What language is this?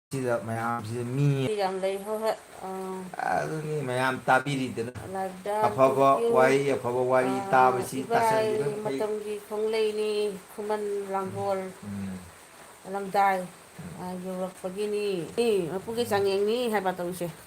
Manipuri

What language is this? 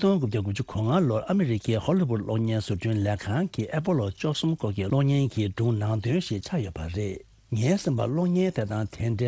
Tibetan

